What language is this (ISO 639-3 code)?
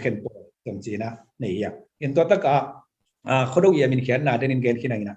ctd